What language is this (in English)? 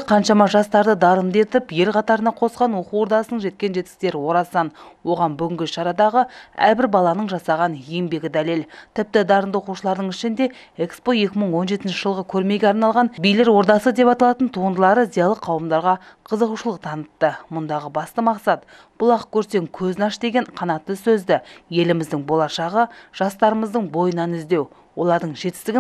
Kazakh